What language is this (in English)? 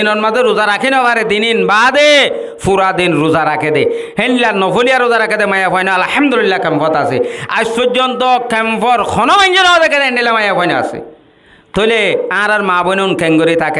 Rohingya